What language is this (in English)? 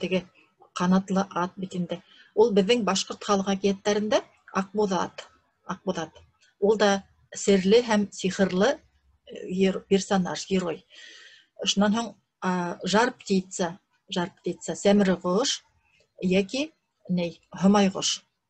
Bashkir